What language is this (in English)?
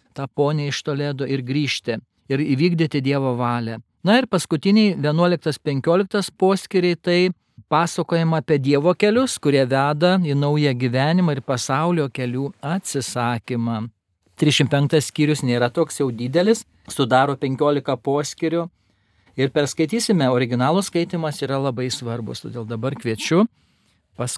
Lithuanian